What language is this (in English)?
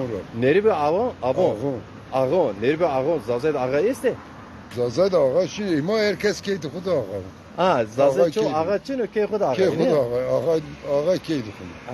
Zaza